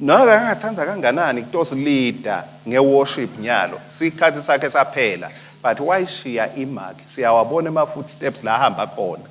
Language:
Swati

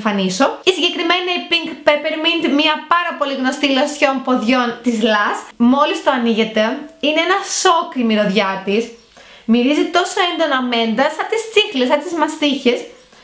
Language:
Greek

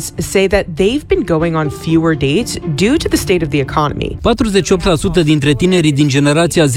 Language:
Romanian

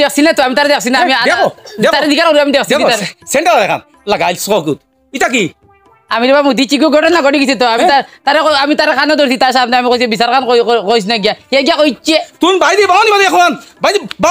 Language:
Sylheti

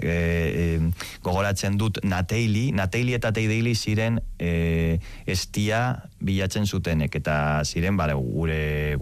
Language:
Basque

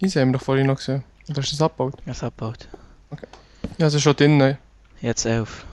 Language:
Swiss German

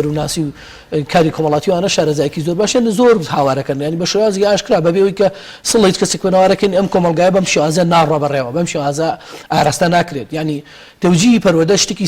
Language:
Central Kurdish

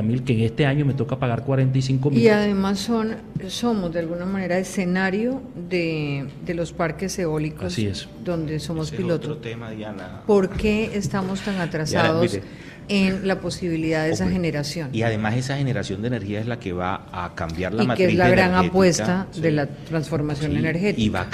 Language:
Spanish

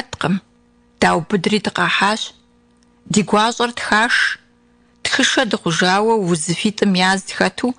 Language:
Kabardian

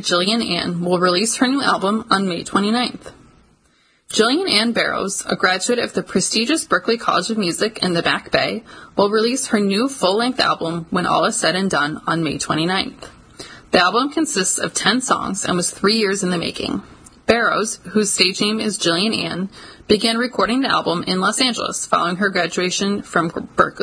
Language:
English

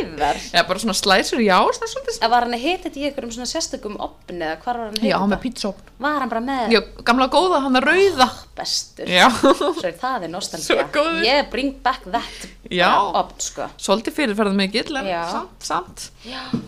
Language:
Icelandic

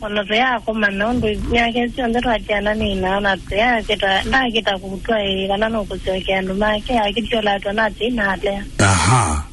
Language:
Kamba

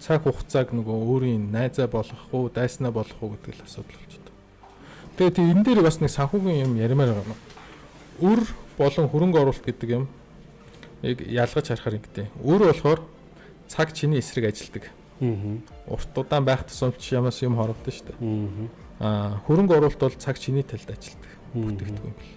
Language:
Mongolian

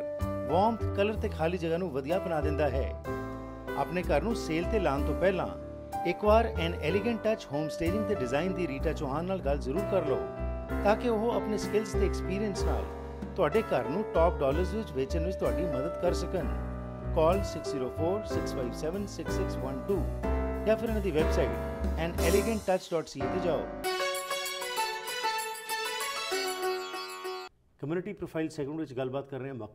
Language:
Punjabi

